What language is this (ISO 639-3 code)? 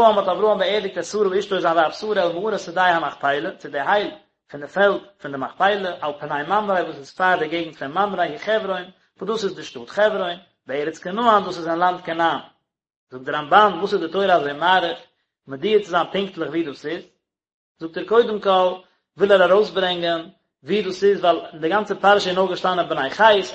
yid